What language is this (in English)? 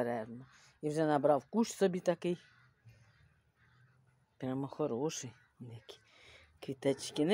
Ukrainian